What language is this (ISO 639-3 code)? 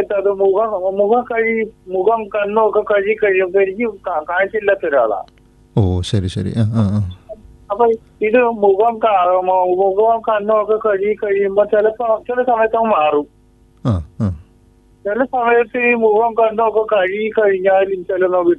mal